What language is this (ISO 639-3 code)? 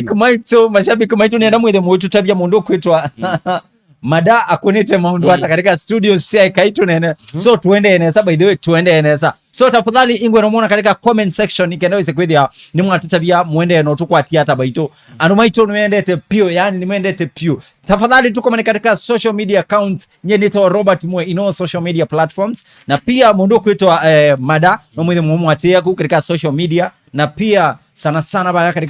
kam